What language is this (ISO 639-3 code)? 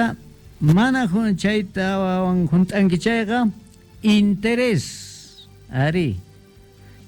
que